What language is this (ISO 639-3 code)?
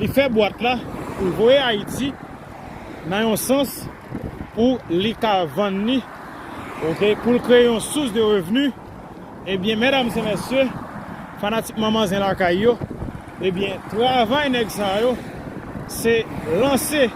hat